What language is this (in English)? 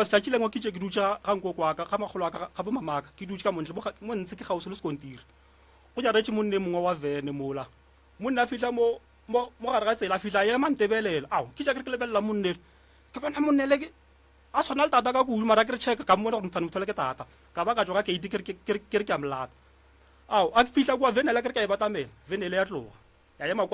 Northern Sotho